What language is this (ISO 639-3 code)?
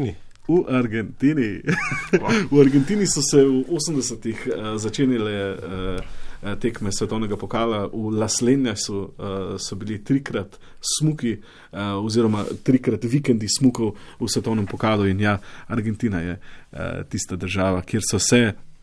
slv